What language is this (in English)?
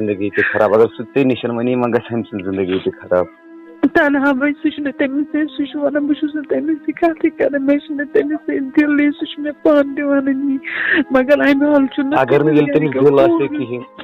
Kashmiri